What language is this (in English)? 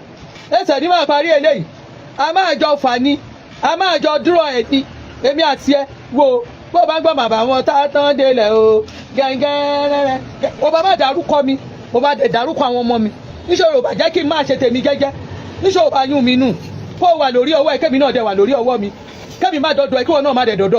Yoruba